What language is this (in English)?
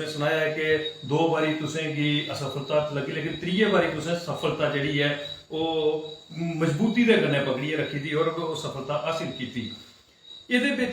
Dogri